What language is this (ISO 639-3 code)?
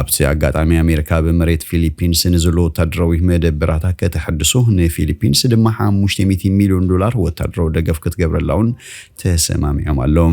tir